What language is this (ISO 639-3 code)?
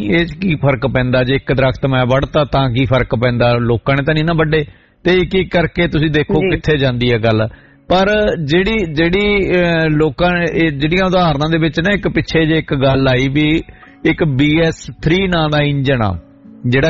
pan